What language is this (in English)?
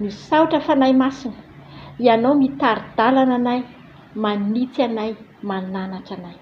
Malagasy